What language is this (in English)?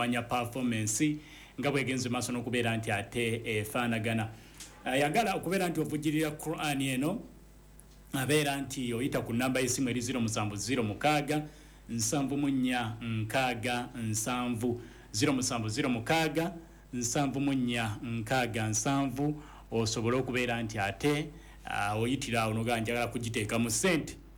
Ganda